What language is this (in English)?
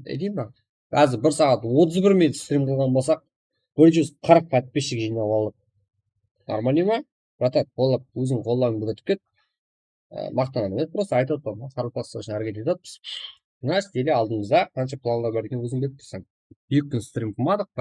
Kara-Kalpak